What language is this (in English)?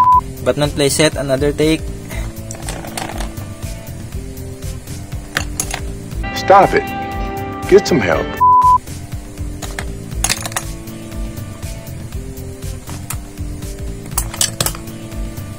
Filipino